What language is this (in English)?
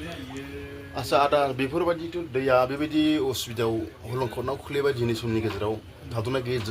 Bodo